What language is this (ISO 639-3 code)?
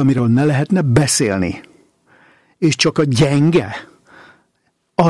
hun